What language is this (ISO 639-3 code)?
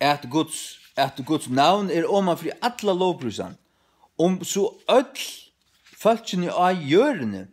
fao